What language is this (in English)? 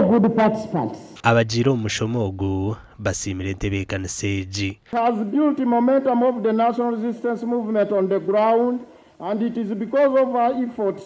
Nyankole